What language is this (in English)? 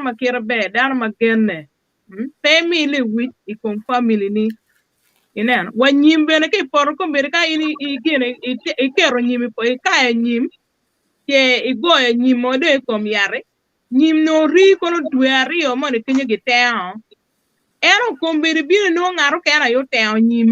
Acoli